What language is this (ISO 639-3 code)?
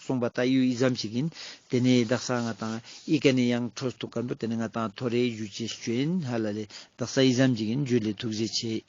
lbj